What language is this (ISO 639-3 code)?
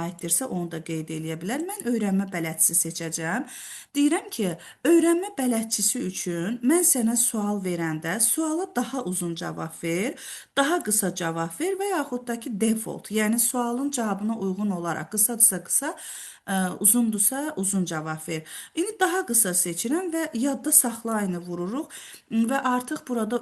aze